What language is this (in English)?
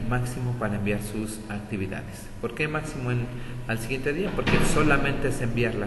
Spanish